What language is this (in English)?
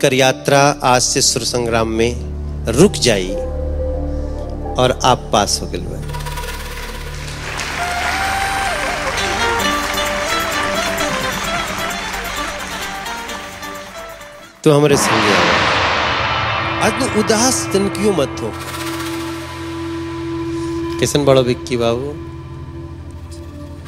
Bhojpuri